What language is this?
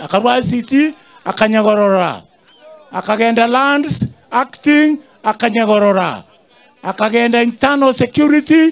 Gusii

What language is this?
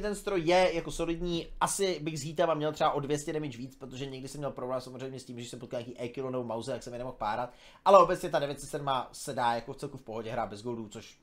Czech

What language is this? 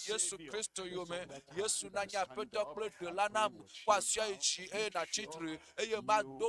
Ewe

